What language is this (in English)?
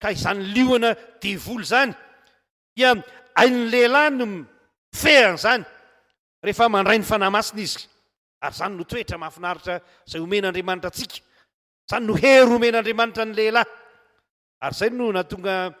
Malagasy